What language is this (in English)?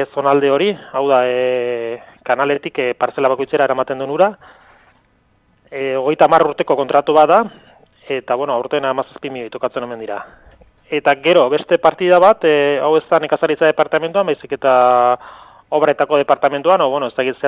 Basque